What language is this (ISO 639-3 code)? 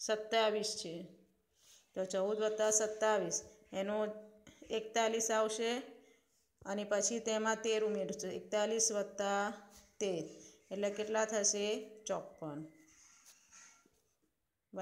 guj